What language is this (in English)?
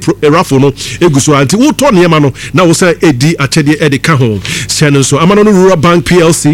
Akan